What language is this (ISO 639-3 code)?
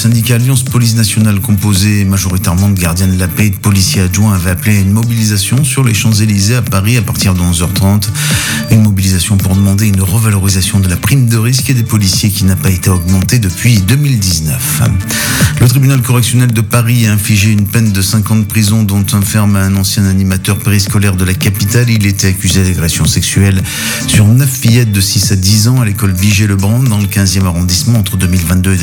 fra